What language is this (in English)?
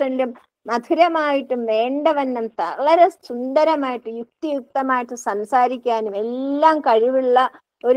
Malayalam